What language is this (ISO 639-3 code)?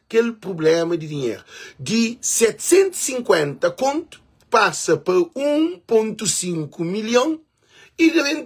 kea